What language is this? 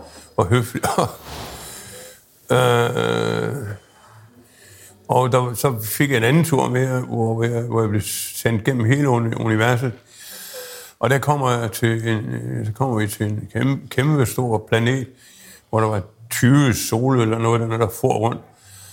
Danish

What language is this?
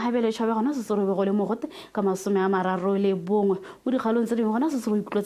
Tswana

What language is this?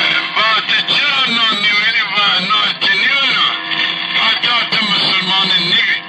Zaza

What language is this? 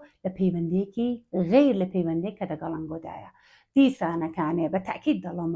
Central Kurdish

